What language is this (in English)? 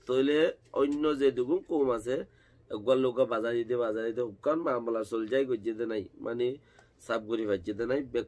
Rohingya